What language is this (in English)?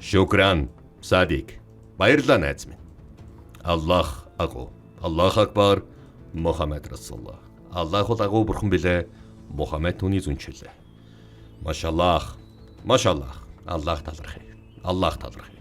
Mongolian